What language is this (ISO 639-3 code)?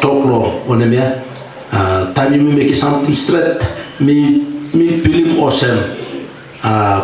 tpi